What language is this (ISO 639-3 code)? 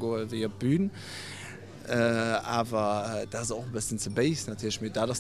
ltz